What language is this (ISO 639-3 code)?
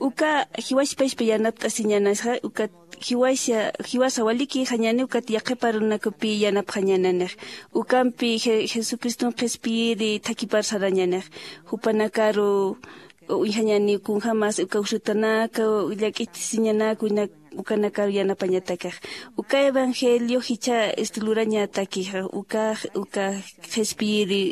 aym